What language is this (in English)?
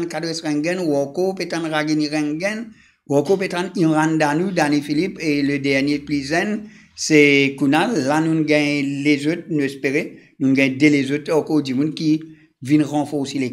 Morisyen